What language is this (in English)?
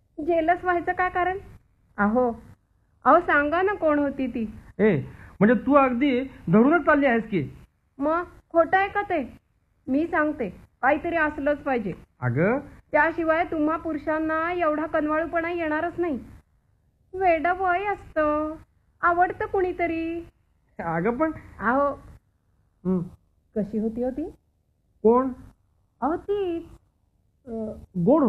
Marathi